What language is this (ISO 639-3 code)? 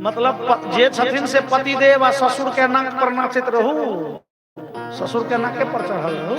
mai